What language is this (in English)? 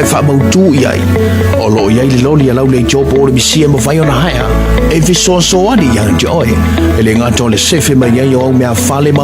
Samoan